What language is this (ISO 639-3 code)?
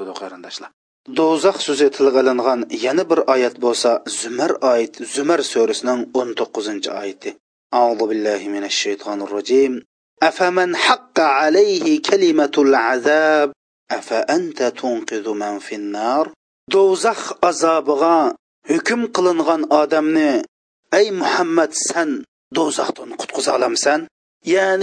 uig